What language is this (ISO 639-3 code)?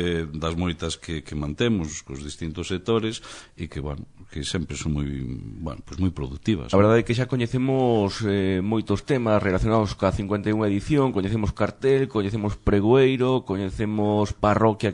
glg